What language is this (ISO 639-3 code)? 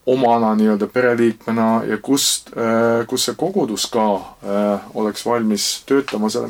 est